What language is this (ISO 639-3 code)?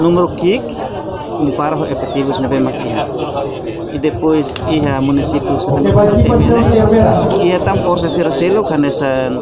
tet